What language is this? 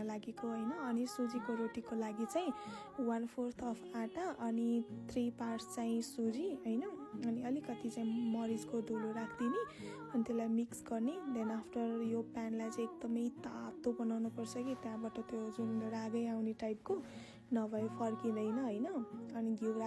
Nepali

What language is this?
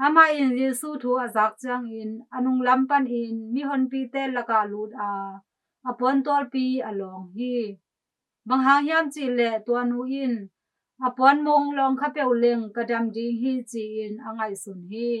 Tedim Chin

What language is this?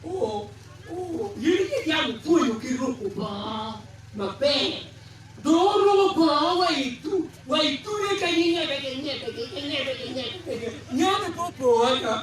Acoli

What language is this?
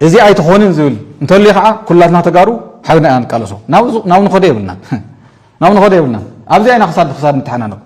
Tigrinya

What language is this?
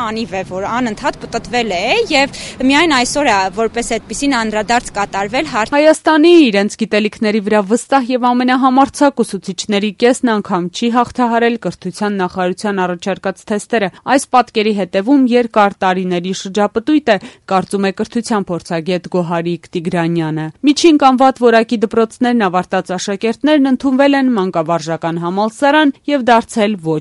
Armenian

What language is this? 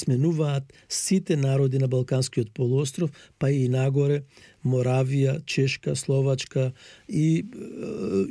Macedonian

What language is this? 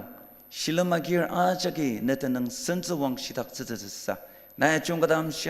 Ao Naga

